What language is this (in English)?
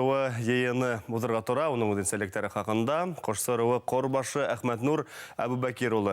Bashkir